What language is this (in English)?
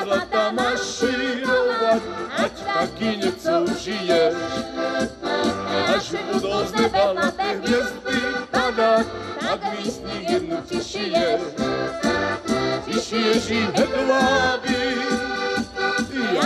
Slovak